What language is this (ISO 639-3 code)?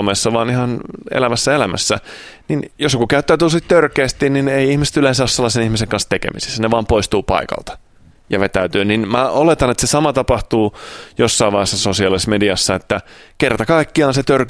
fin